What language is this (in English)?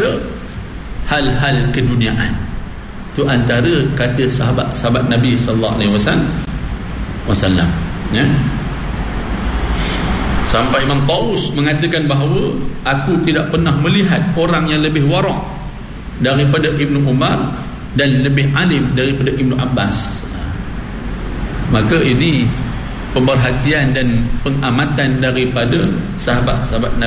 Malay